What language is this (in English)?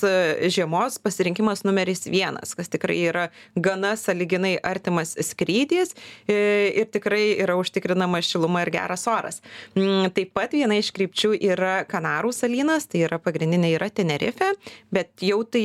Lithuanian